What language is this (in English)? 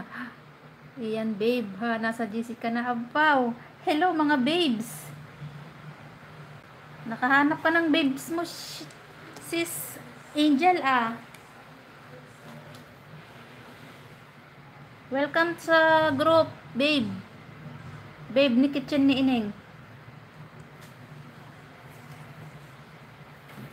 Filipino